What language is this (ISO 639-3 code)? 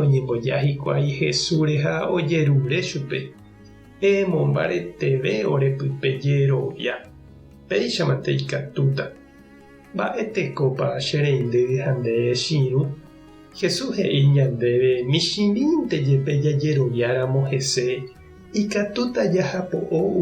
grn